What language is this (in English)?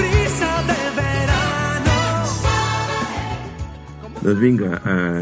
Catalan